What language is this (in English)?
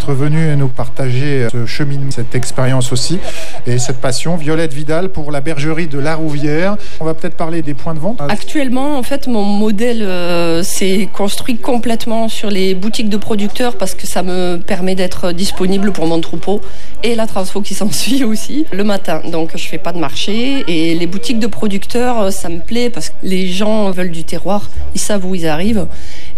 French